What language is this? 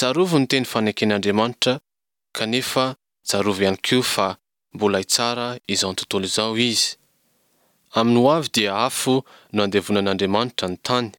Malagasy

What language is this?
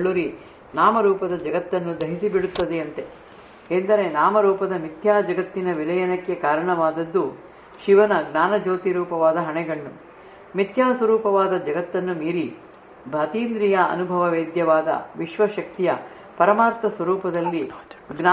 Kannada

